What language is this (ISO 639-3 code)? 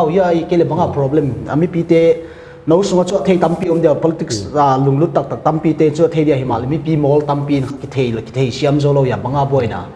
pck